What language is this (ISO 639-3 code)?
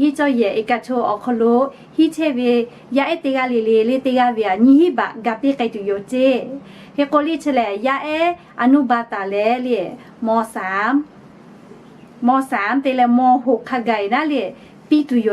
lhu